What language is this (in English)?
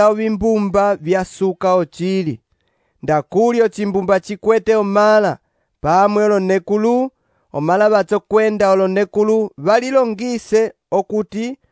Umbundu